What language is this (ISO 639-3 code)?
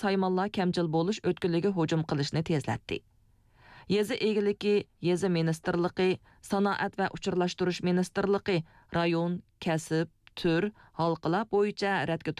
uig